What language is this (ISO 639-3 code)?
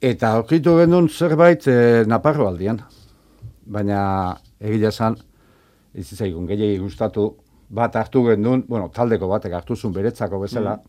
eus